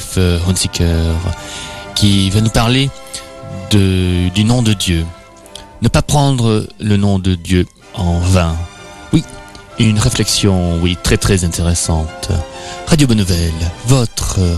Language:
French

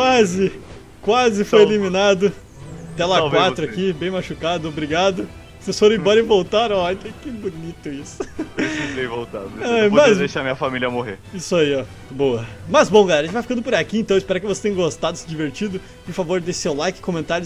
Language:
Portuguese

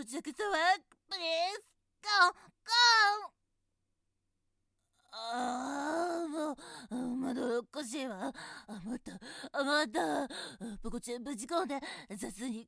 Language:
Japanese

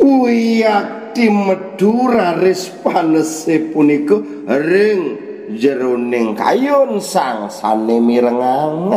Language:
Balinese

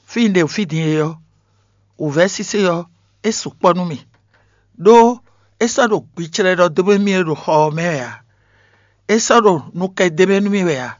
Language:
Fon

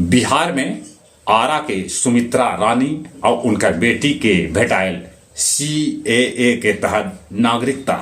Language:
Magahi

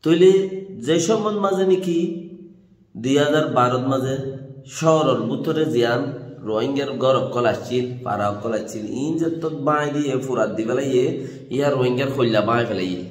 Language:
Rohingya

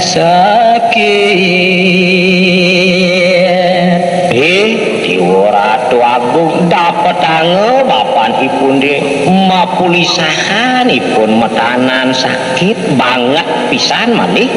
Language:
Balinese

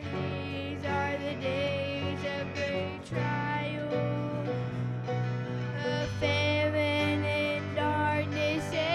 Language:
English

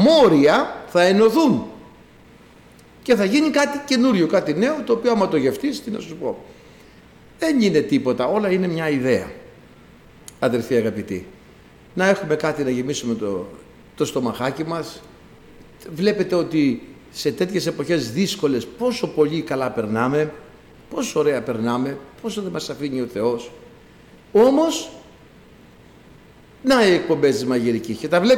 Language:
Greek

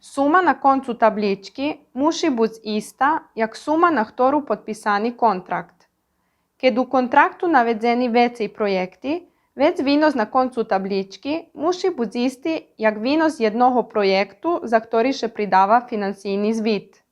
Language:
Rusyn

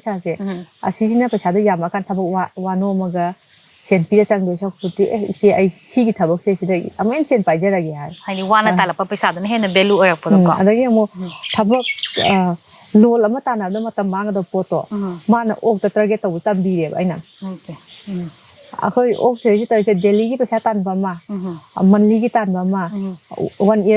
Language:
Manipuri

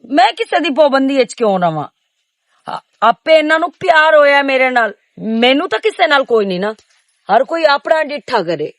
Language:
Western Panjabi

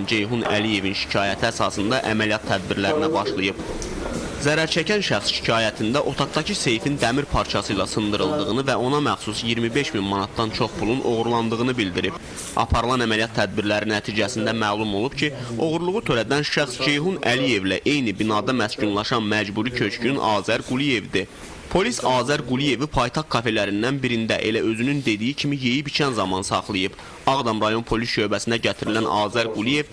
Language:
Azerbaijani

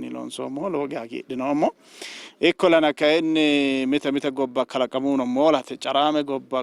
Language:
Sidamo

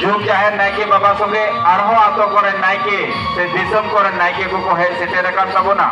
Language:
Santali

